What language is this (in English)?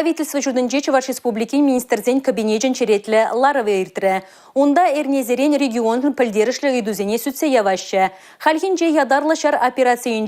Chuvash